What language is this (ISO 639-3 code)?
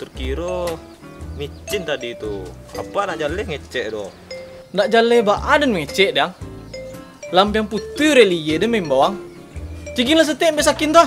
min